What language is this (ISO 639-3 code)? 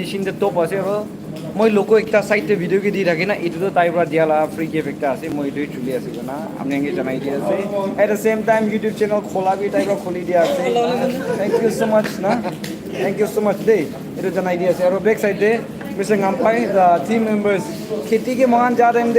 nag